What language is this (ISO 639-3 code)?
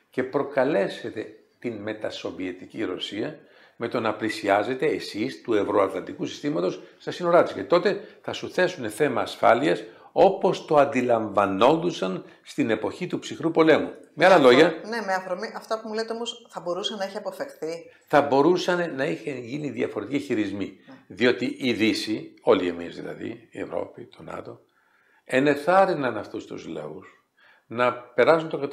ell